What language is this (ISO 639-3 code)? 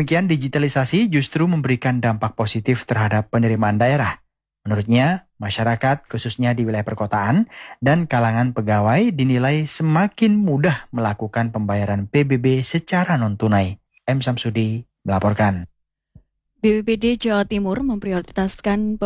ind